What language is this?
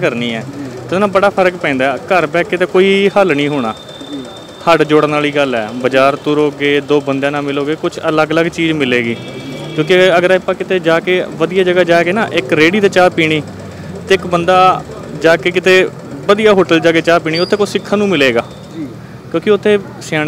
Punjabi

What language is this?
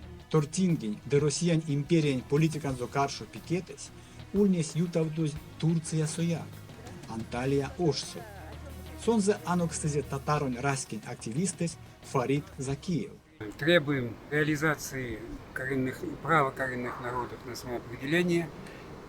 Erzya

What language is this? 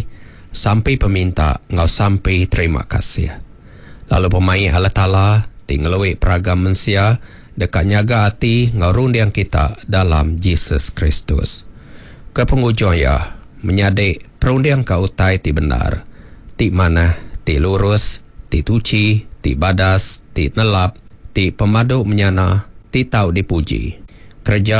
Iban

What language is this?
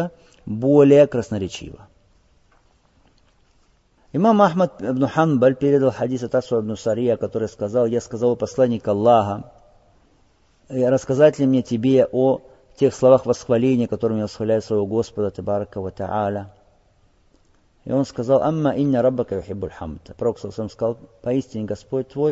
Russian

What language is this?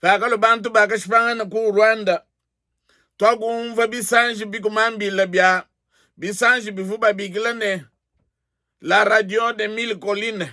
Luba-Lulua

